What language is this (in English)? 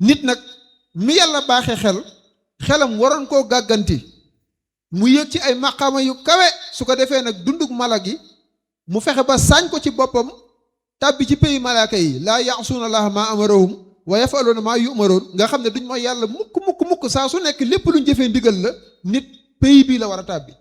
Wolof